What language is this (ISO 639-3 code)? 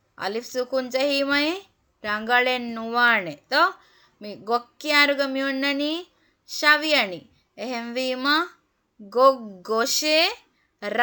div